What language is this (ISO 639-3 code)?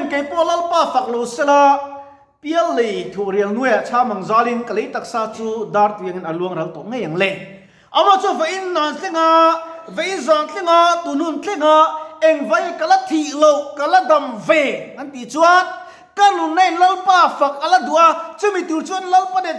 lus